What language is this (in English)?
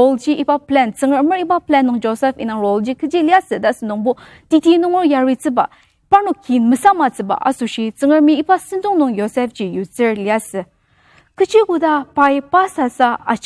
Ao Naga